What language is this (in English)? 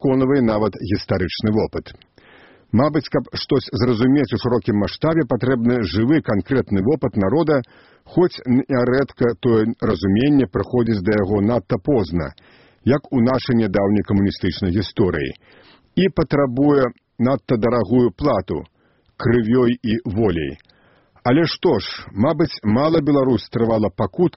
Belarusian